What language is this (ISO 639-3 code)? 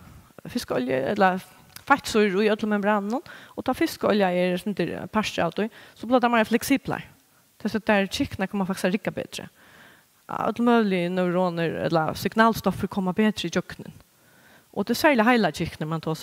fao